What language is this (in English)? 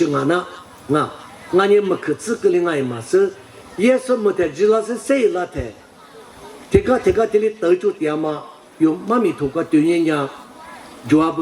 Lisu